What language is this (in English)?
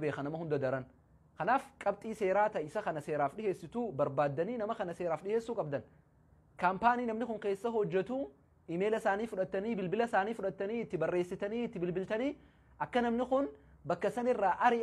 Oromo